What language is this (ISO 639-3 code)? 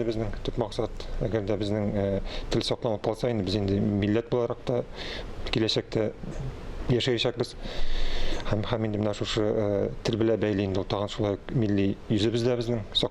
tat